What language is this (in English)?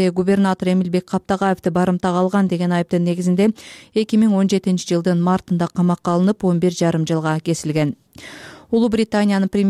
Kyrgyz